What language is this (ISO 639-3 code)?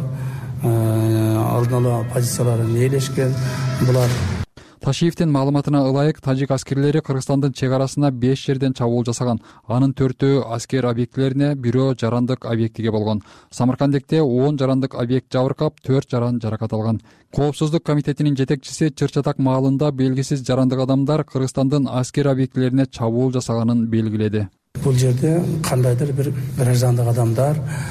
kir